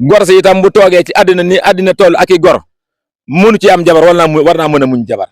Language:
Wolof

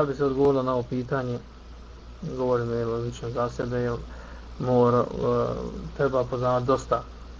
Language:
Serbian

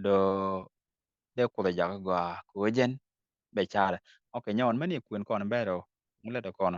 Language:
Nuer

